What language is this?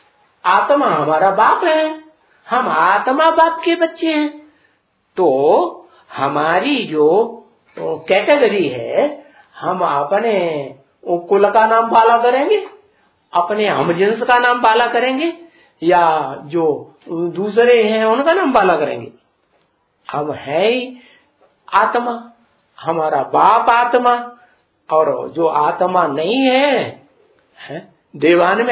Hindi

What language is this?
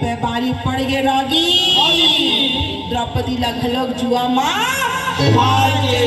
Chhattisgarhi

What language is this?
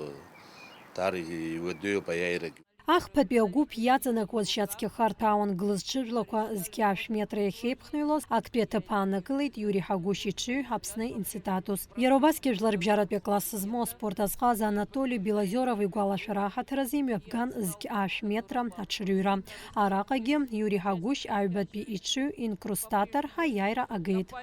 Abkhazian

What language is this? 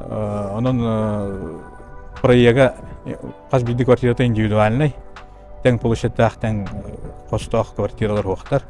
Yakut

